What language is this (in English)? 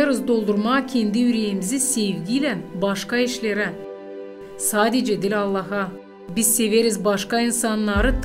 Gagauz